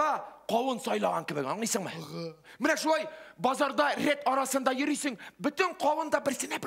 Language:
Tatar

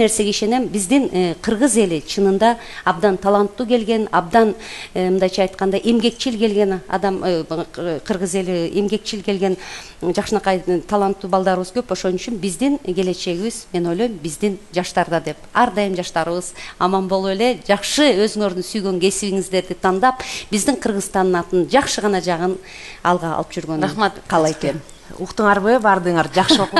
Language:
Kyrgyz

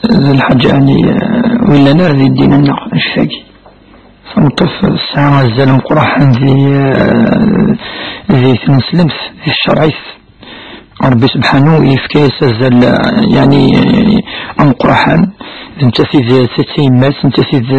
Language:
Kabyle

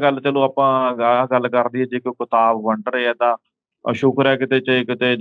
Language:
Punjabi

